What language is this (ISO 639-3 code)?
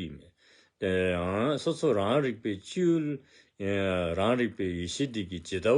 dzo